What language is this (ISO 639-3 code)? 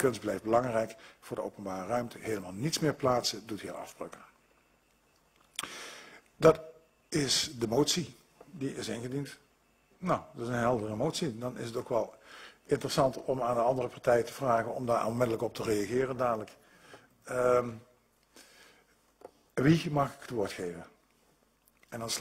nld